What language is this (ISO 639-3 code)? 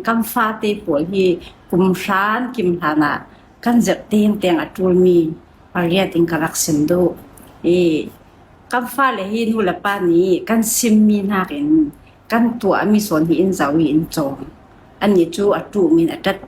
cfm